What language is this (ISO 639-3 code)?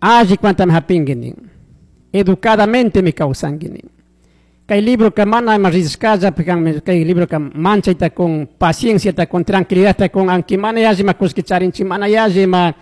qug